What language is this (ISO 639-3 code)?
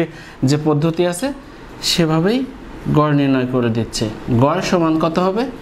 ben